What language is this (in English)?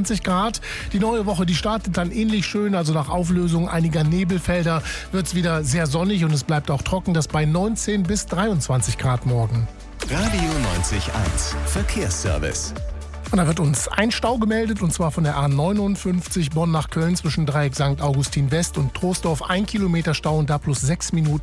German